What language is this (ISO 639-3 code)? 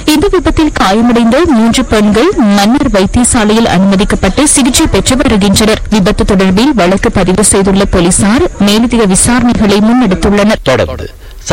tam